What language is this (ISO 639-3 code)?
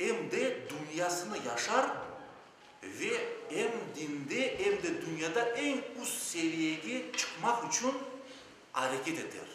crh